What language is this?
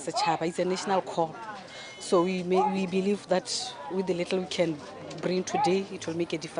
Tswana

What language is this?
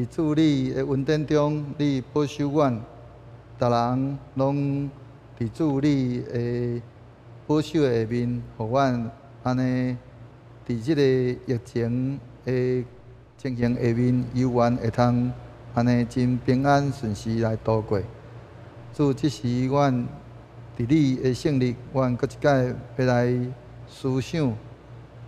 Min Nan Chinese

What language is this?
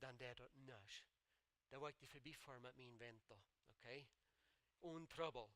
Plautdietsch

